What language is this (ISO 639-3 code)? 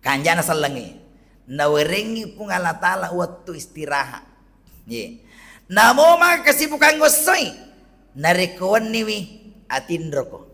bug